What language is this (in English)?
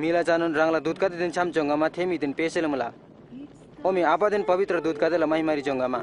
Eastern Tamang